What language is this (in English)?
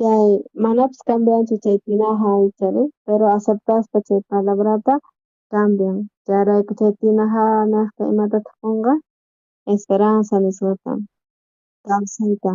South Bolivian Quechua